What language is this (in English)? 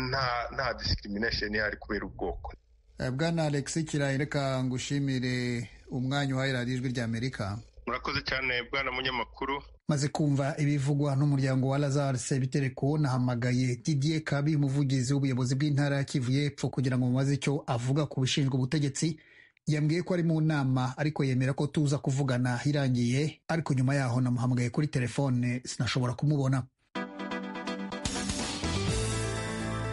Kinyarwanda